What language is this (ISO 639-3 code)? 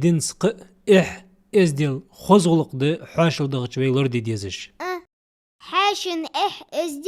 inh